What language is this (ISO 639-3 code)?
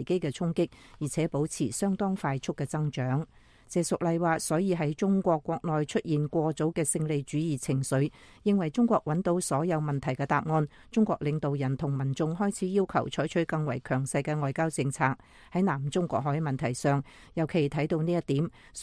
yue